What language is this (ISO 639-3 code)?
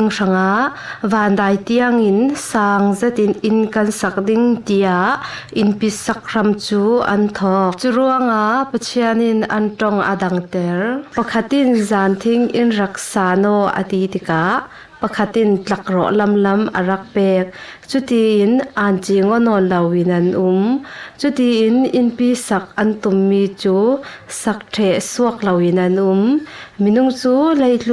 cfm